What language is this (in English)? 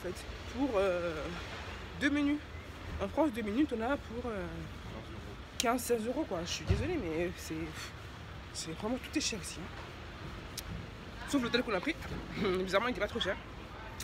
French